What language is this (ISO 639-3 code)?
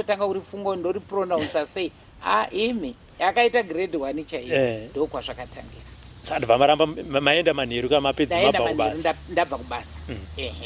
sna